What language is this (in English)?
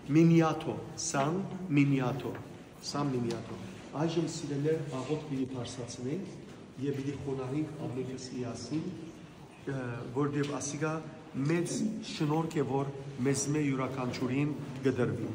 Western Armenian